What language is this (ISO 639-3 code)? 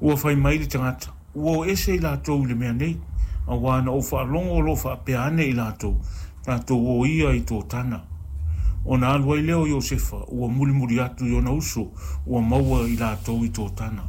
smo